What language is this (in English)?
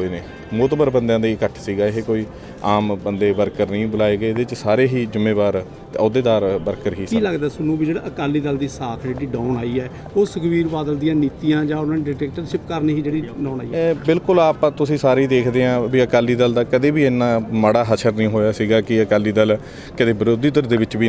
Punjabi